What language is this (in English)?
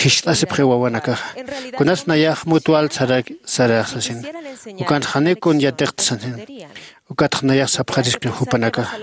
Aymara